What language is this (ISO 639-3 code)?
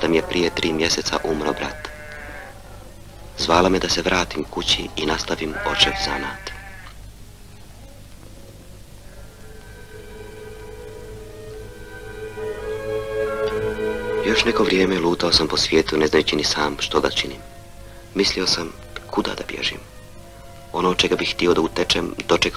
hrv